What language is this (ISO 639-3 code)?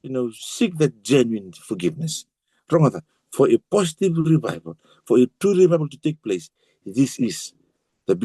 fij